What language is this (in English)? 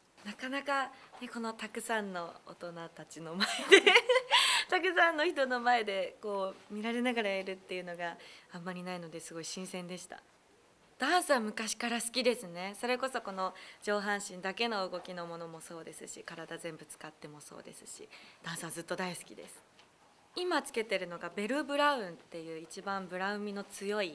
Japanese